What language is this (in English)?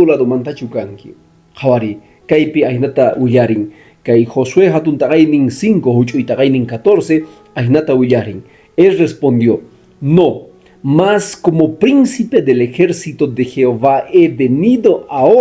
Quechua